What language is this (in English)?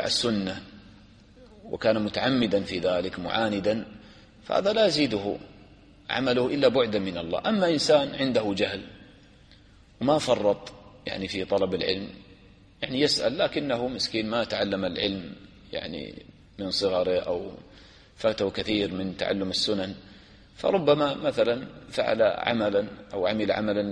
Arabic